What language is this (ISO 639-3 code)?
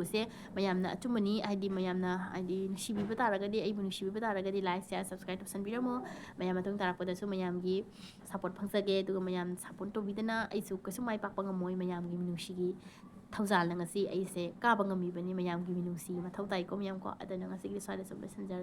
mni